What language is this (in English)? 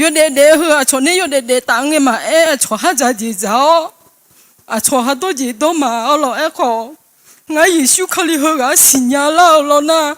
Akha